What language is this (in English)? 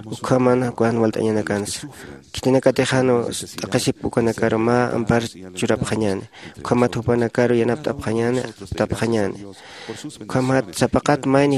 Aymara